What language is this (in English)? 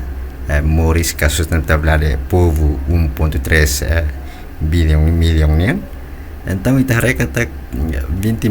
Tetum